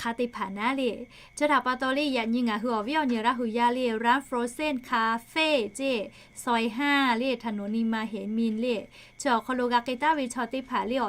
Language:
Lahu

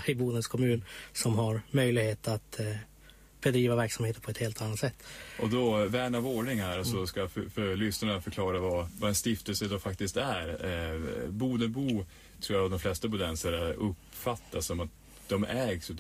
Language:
Swedish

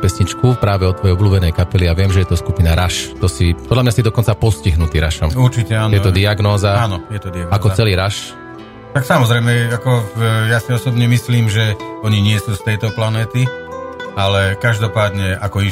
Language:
Slovak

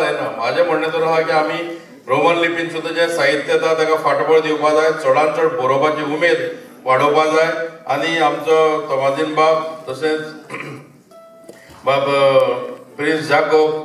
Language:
Konkani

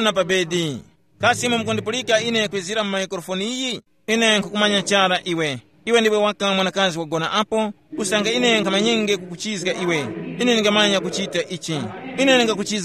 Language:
Tumbuka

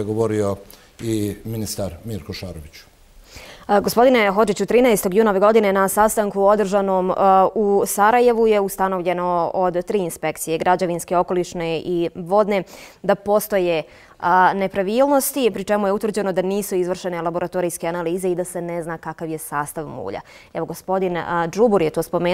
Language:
Bosnian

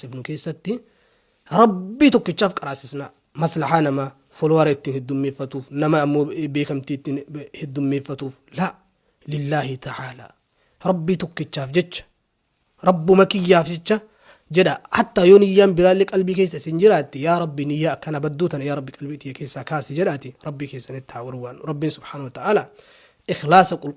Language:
Oromo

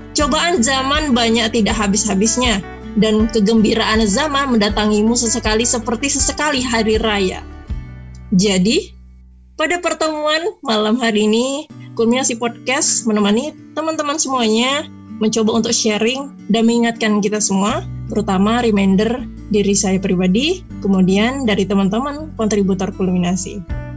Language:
Indonesian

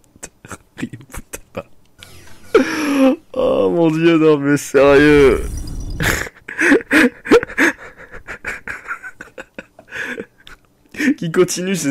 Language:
French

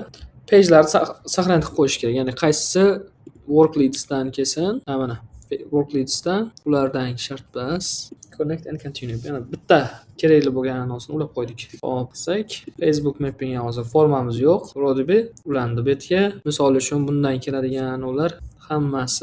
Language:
Uzbek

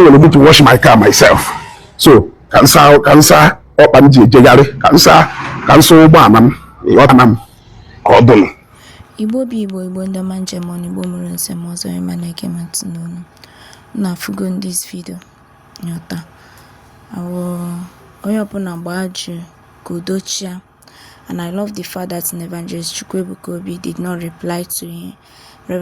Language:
Igbo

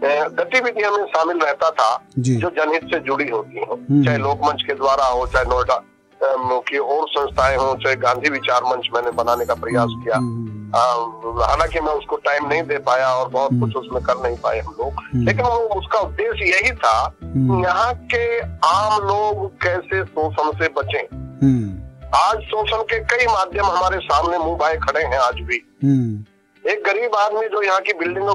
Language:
Hindi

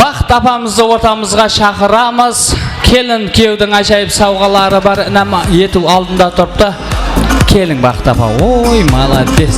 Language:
Kara-Kalpak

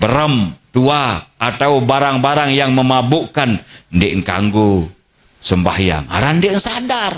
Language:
Sasak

